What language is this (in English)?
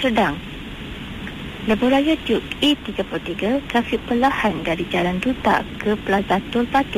Malay